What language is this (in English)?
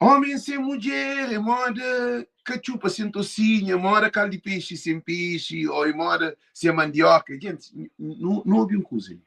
Kabuverdianu